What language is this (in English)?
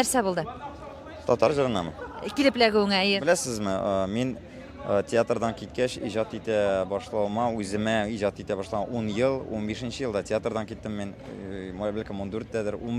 Tatar